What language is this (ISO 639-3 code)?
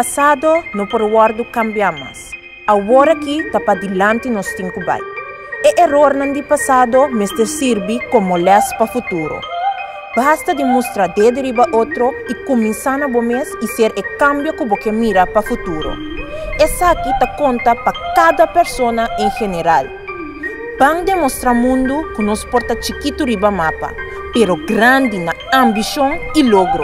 pap